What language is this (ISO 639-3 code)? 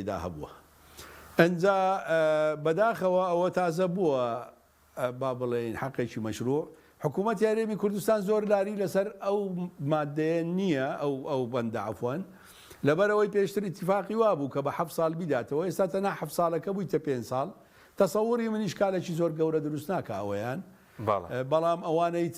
ckb